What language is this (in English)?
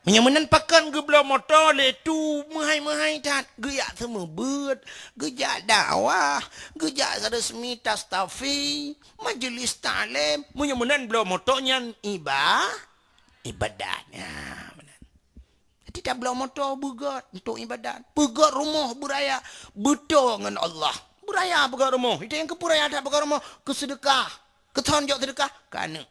Achinese